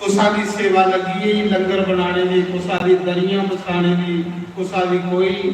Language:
Dogri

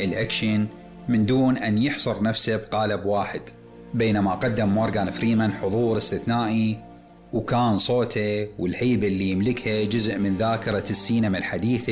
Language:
Mesopotamian Arabic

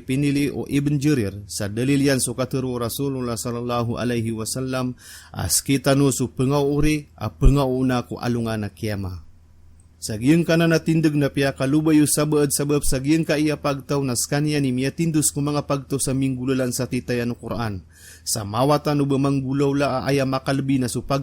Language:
Maranao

